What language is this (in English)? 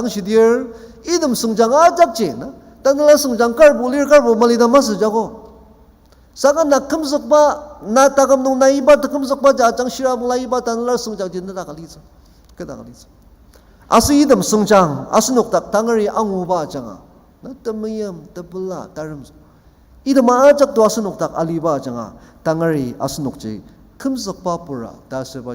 Ao Naga